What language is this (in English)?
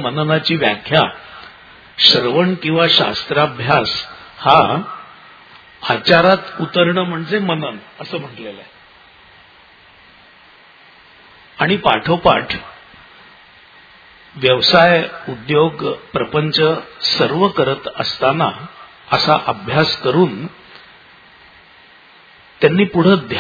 Marathi